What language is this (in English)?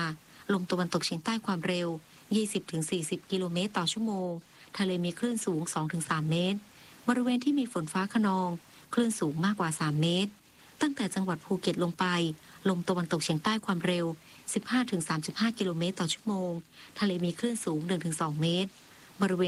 Thai